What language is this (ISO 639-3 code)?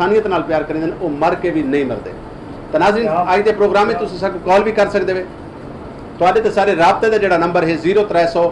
skr